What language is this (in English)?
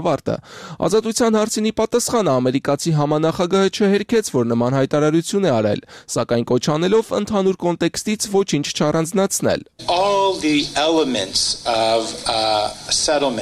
Armenian